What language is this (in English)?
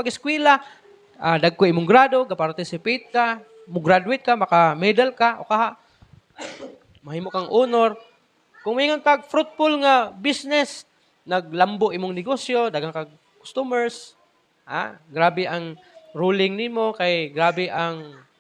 Cebuano